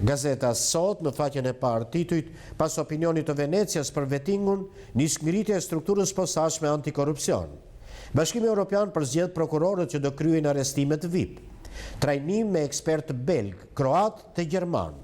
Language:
Albanian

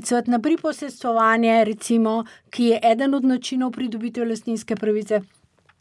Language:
Slovenian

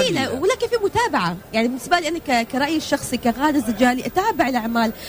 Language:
Tunisian Arabic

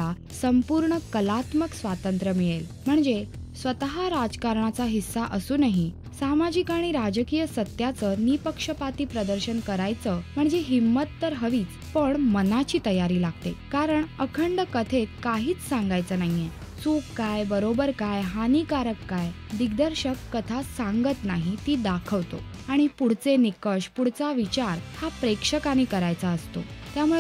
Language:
Marathi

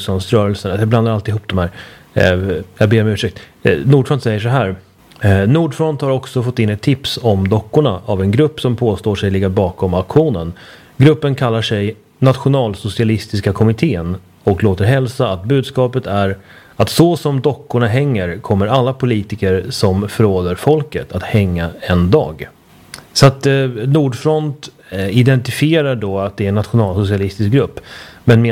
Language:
Swedish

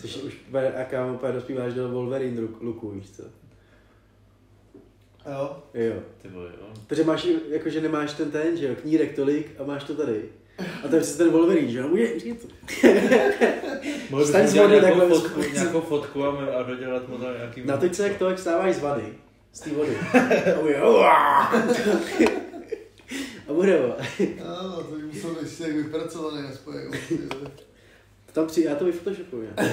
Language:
Czech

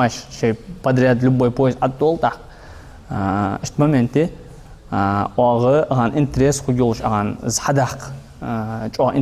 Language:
Ingush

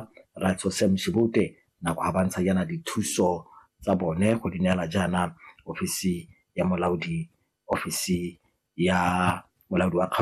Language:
Tswana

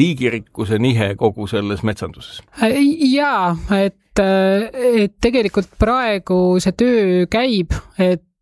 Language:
Estonian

